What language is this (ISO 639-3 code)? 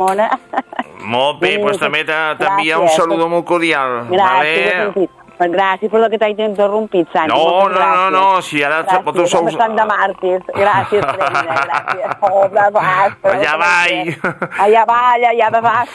cat